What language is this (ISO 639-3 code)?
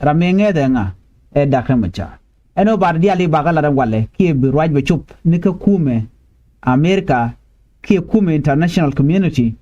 nus